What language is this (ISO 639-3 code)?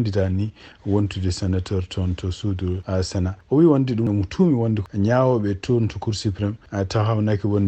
ful